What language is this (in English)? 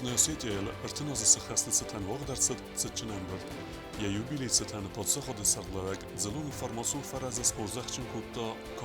Ossetic